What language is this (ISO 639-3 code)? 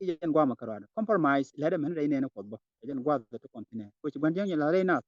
nus